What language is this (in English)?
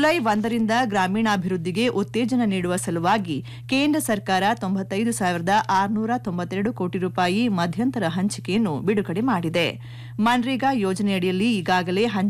Kannada